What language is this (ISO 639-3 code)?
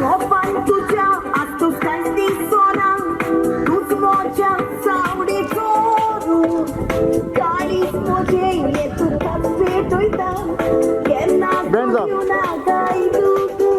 kok